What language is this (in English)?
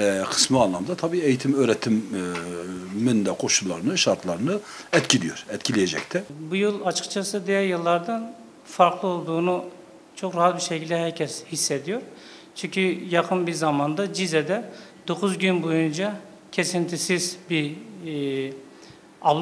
Turkish